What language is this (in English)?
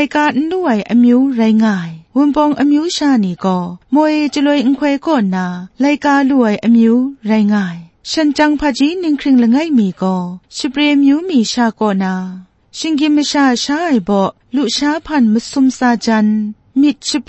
Kachin